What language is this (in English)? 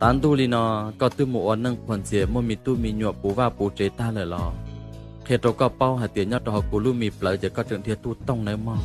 Hmong